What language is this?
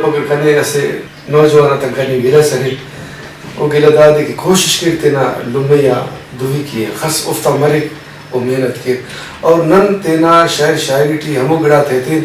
Brahui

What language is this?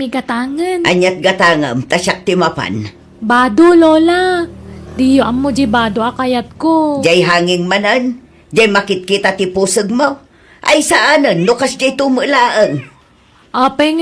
Iloko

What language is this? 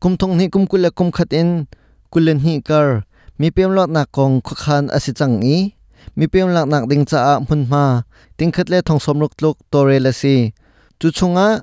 Hakha Chin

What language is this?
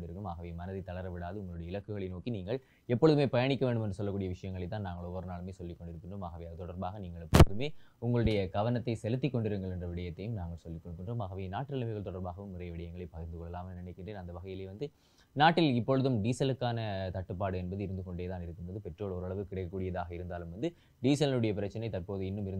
Tamil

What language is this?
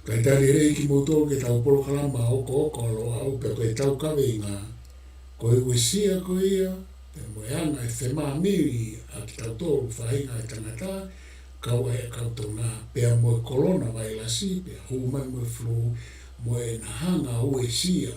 Tongan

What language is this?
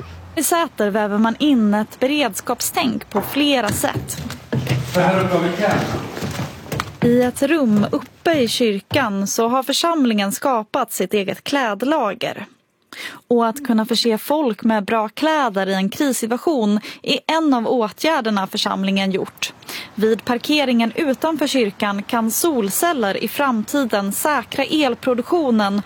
Swedish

